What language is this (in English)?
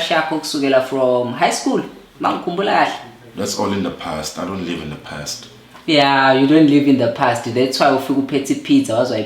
Zulu